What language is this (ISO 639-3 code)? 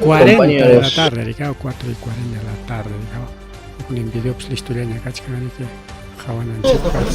quy